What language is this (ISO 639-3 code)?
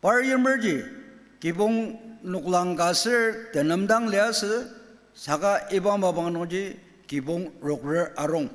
njo